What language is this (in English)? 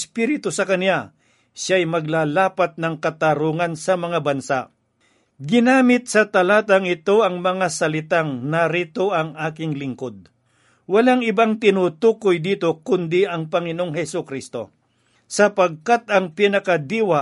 Filipino